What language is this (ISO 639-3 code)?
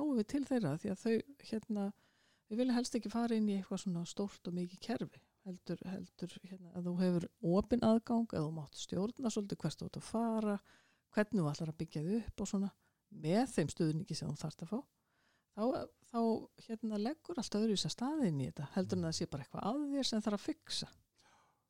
isl